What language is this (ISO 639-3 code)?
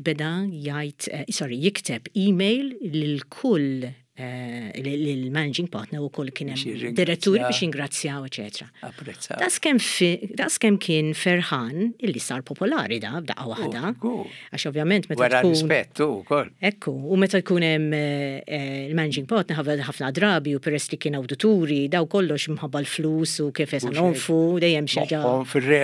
mlt